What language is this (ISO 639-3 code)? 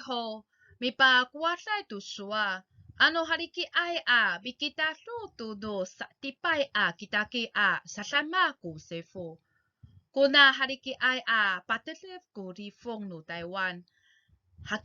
ami